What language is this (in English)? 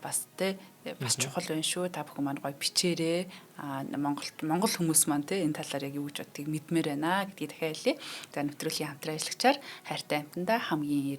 Mongolian